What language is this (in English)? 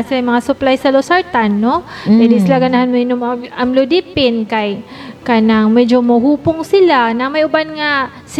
Cebuano